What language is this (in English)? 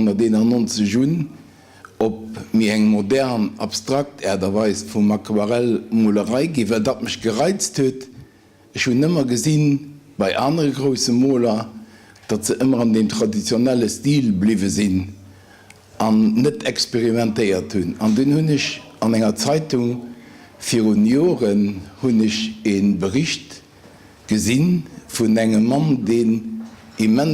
Luxembourgish